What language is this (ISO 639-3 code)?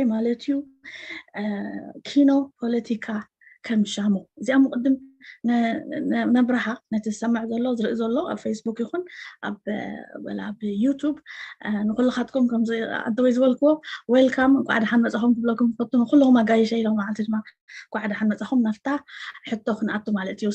tir